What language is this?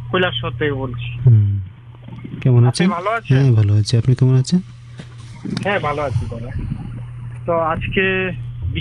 Bangla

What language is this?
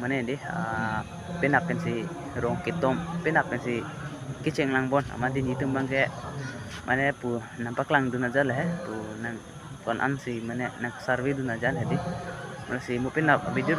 Karbi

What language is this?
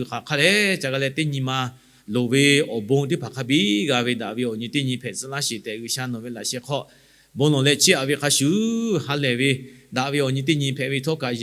Lahu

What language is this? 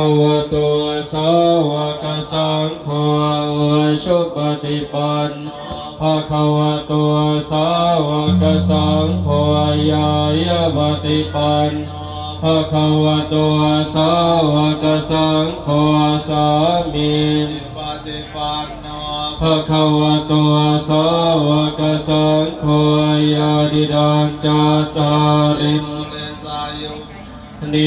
Pali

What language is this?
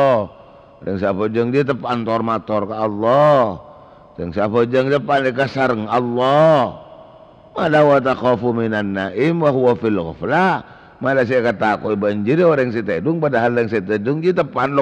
Madurese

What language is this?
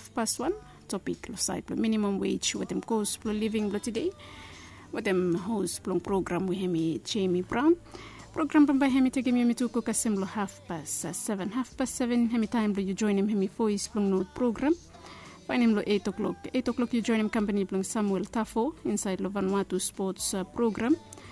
Bislama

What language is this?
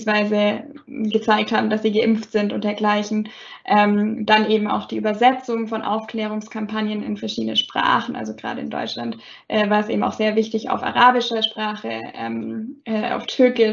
German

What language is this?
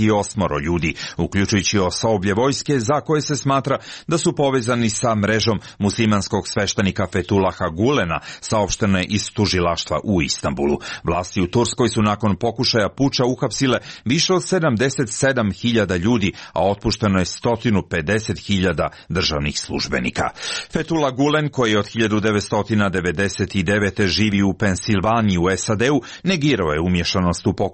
Serbian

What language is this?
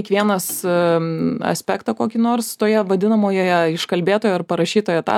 Lithuanian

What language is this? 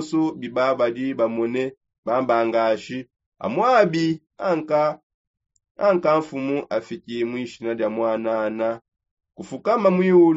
Songe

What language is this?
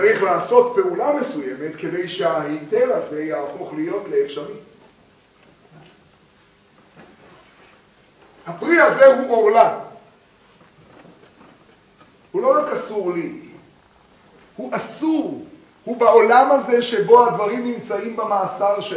Hebrew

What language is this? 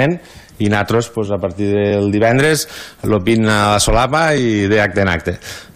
Catalan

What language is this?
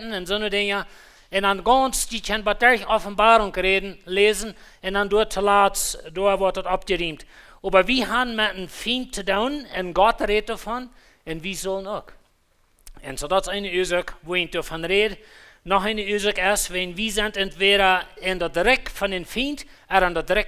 Plautdietsch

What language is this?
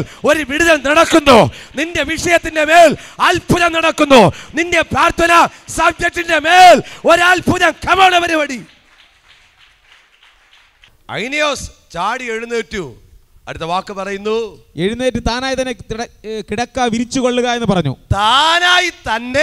Malayalam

